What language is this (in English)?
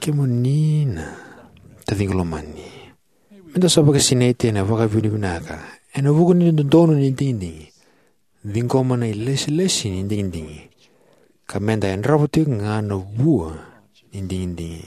Fijian